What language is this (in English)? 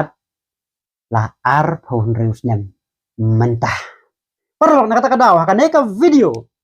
Khasi